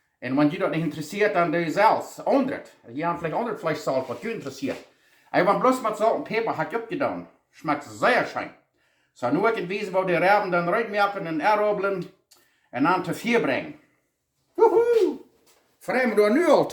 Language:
Plautdietsch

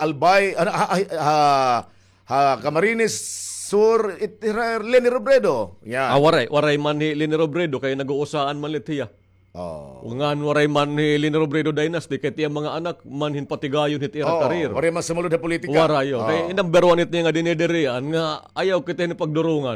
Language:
Waray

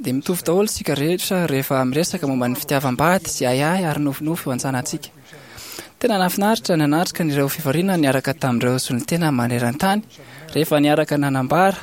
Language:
Malagasy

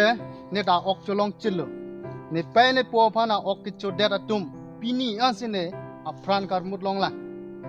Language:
Karbi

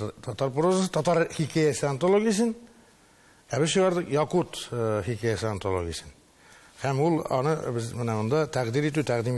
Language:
Tatar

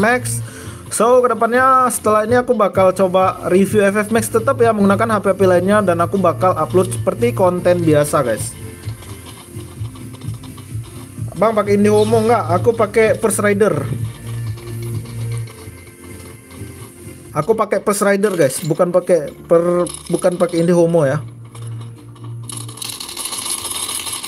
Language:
Indonesian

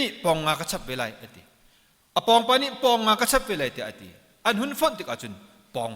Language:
Hakha Chin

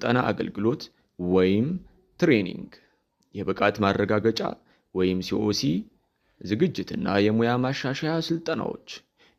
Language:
Amharic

